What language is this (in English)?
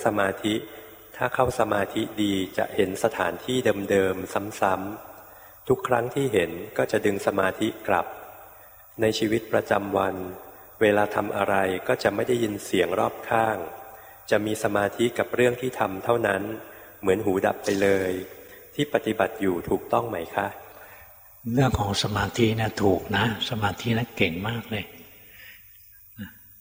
Thai